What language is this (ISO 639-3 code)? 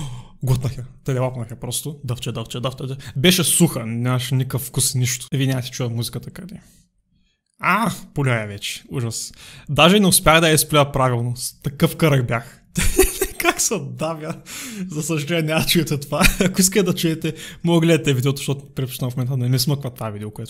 bul